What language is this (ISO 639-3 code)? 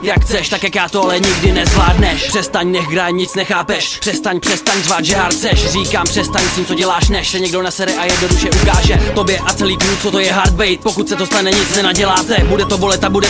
ces